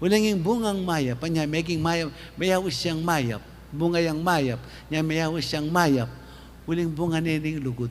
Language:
Pampanga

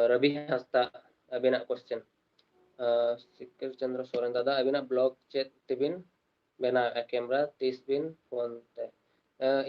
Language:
Santali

